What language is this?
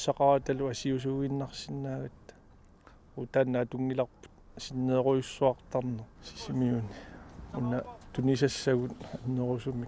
Kalaallisut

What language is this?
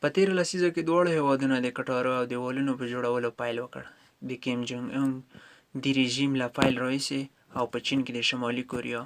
Pashto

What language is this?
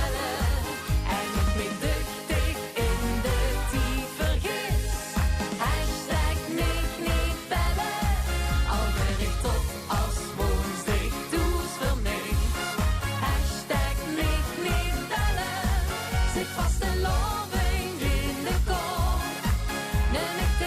Limburgish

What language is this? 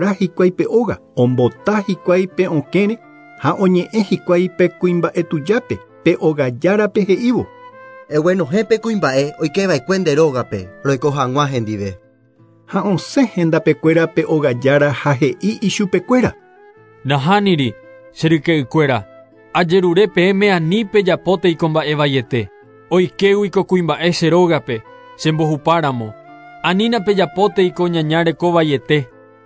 Guarani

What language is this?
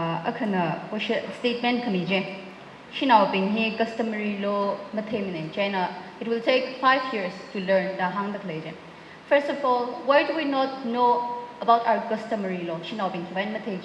Tangkhul Naga (India)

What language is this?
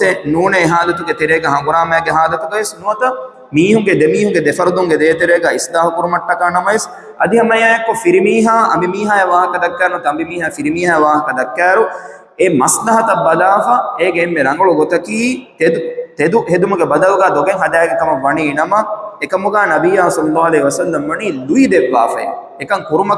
Divehi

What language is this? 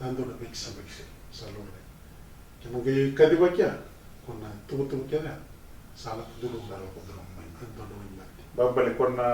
Fijian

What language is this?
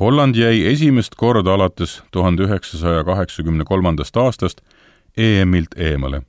Estonian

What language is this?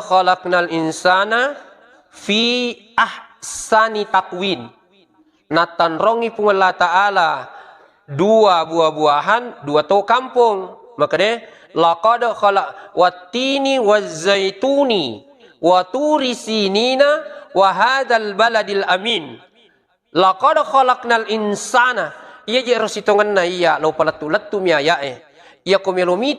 Buginese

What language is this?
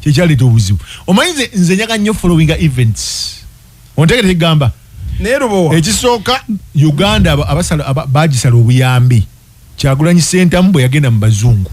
Ganda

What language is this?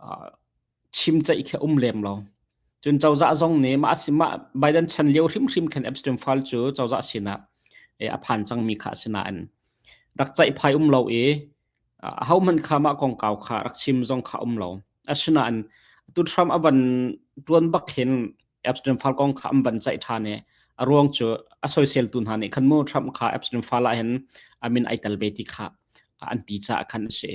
Hakha Chin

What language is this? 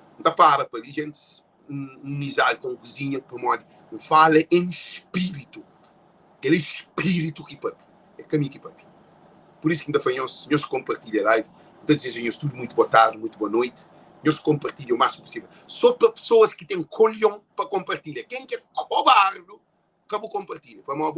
Kabuverdianu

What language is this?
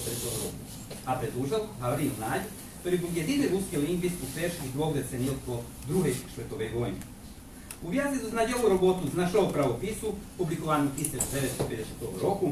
Rusyn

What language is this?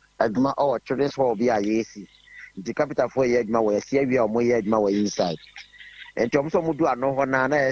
Akan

